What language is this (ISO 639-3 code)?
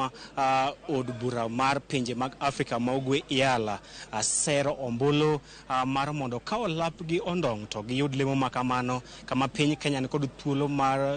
luo